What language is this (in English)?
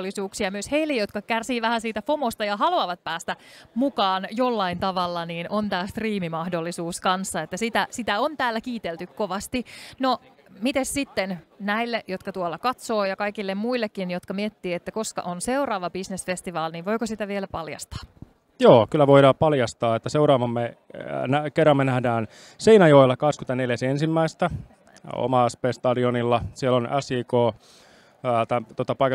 Finnish